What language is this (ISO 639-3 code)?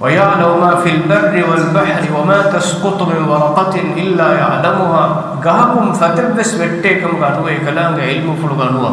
div